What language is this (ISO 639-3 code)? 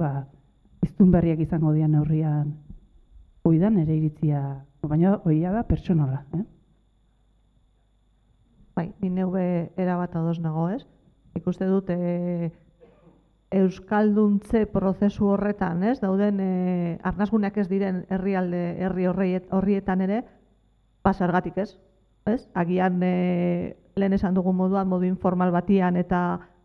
eus